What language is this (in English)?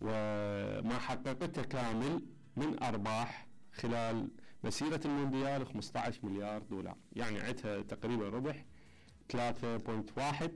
Mesopotamian Arabic